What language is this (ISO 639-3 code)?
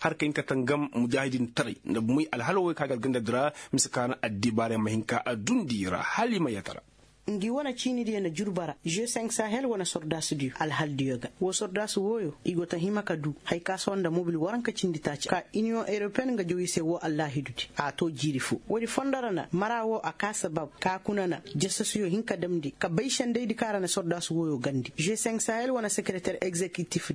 ses